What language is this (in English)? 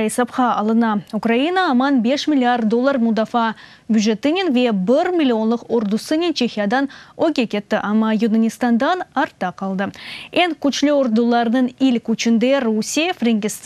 Crimean Tatar